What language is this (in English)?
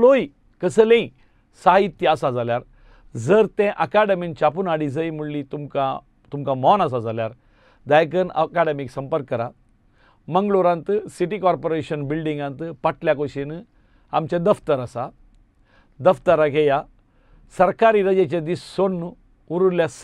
Konkani